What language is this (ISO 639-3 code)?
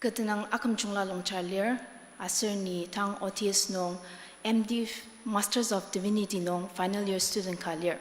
njo